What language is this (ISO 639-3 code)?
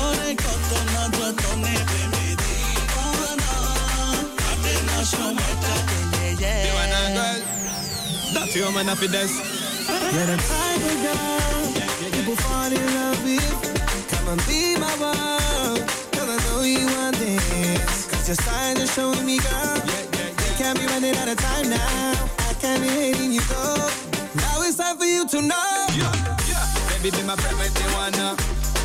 ben